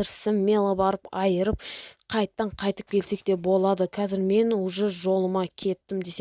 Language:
Kazakh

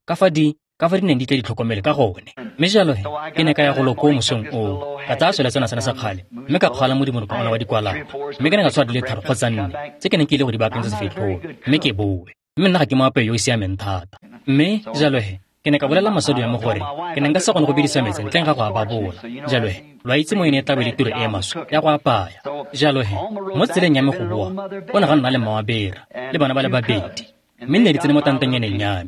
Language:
Tswana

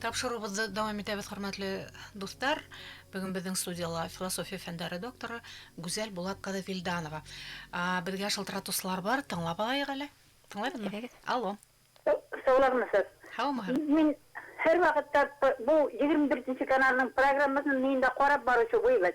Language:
Bashkir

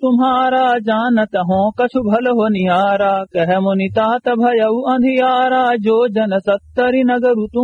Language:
Awadhi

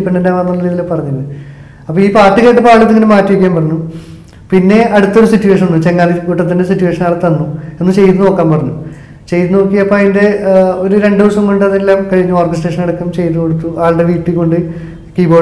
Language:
Malayalam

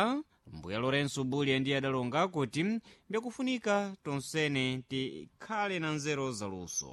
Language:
Sena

